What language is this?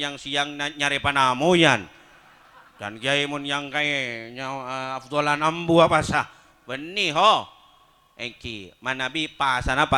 Madurese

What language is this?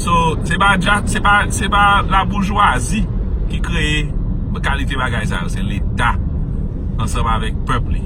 Haitian Creole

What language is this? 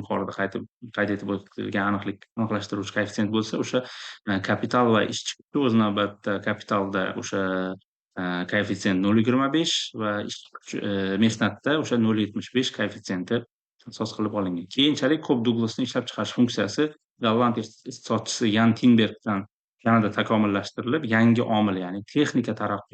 Uzbek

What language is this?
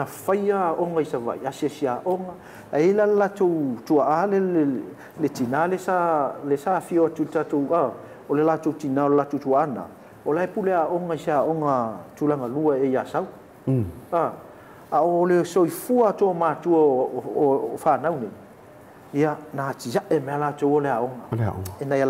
Samoan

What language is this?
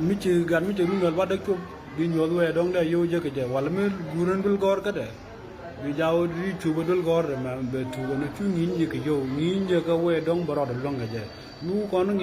Nuer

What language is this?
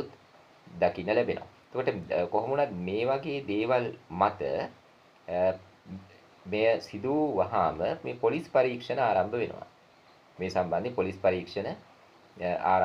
Sinhala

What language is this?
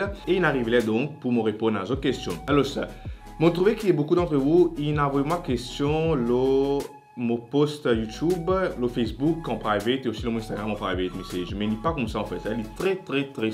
Morisyen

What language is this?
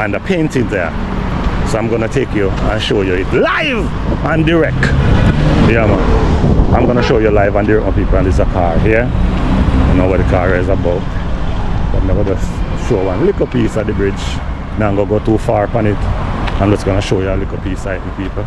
Jamaican Creole English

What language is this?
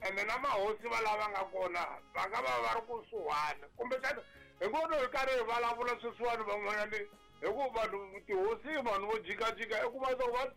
Tsonga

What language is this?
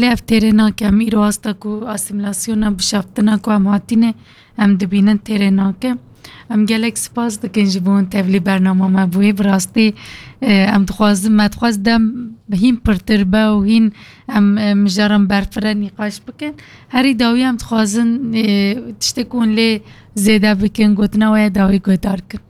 Kurdish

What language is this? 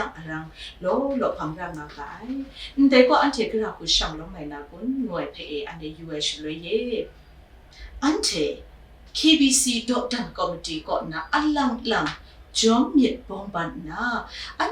Kachin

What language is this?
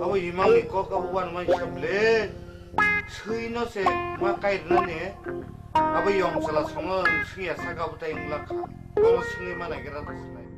Kok Borok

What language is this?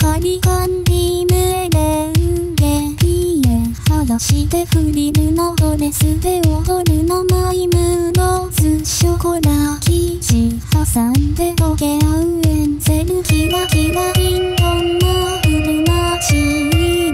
Japanese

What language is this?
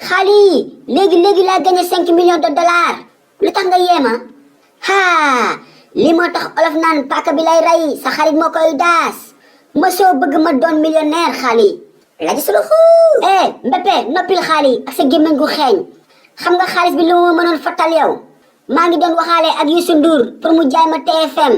Wolof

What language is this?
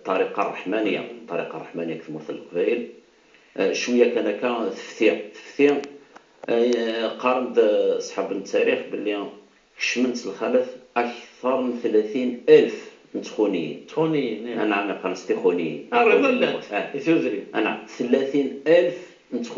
Kabyle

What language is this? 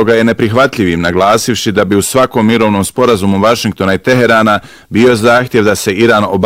Bosnian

